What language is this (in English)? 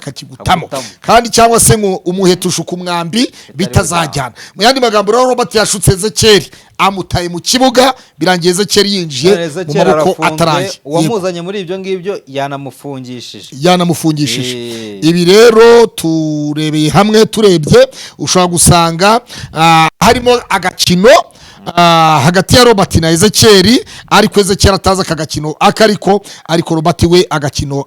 Kinyarwanda